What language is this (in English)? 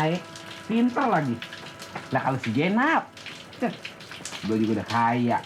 Betawi